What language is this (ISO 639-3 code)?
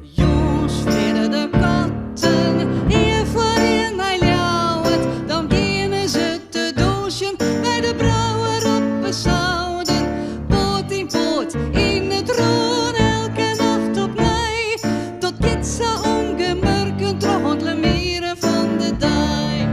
fry